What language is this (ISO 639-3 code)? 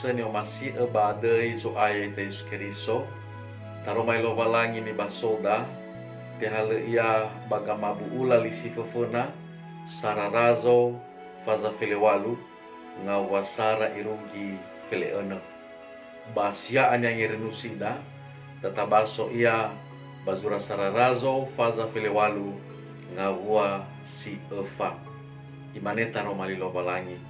nia